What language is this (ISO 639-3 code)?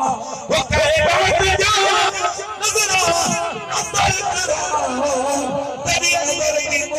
skr